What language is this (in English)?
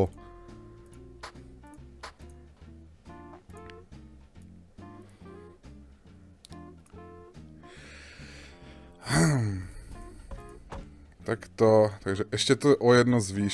Slovak